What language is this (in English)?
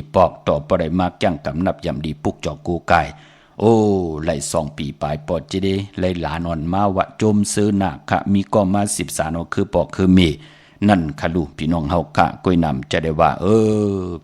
Shan